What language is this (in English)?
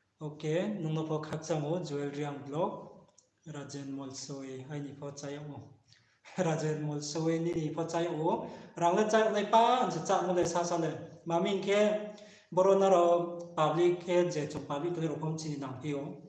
Riang (India)